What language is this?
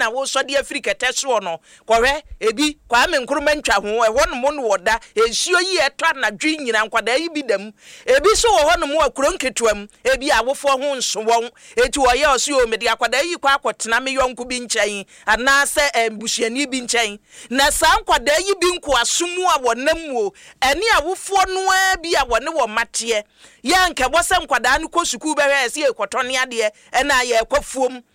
Akan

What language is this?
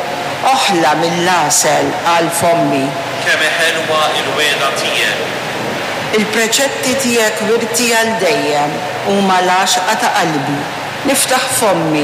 Maltese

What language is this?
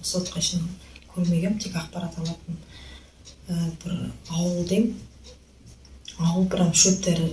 Kazakh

